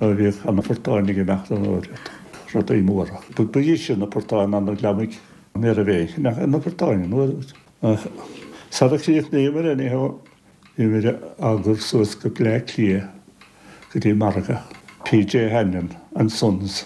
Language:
Irish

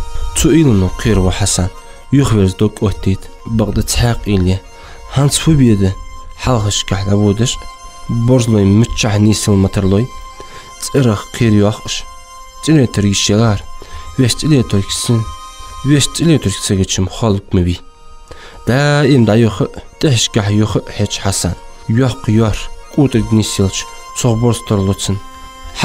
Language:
Ingush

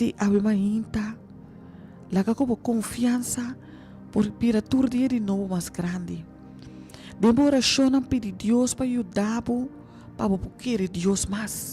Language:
Papiamento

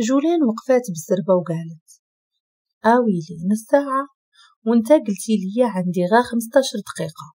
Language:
Moroccan Arabic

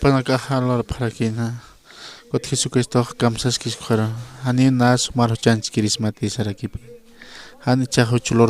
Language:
Aymara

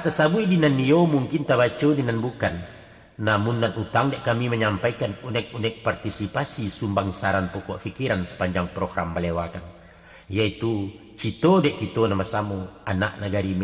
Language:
Minangkabau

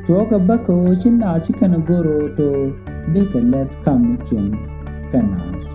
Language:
Nuer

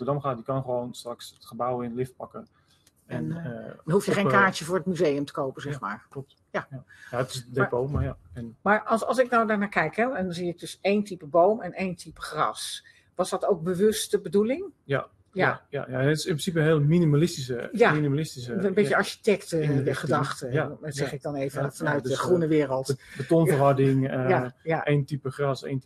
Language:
Dutch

